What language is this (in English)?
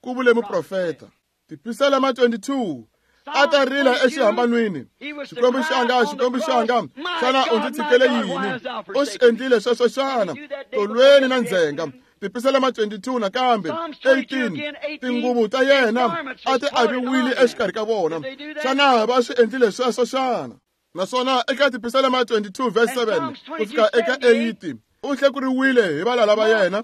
Tsonga